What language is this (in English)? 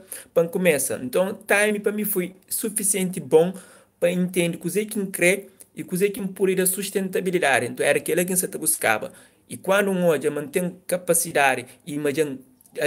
Kabuverdianu